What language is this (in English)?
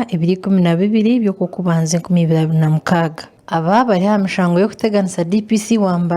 Nyankole